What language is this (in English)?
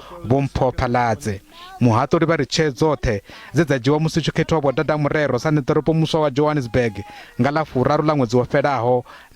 Venda